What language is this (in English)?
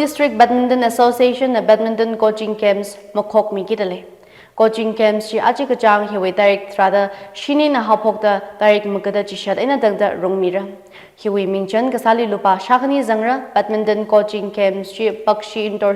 Tangkhul Naga (India)